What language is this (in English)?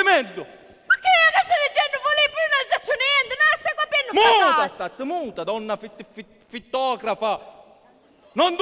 Sicilian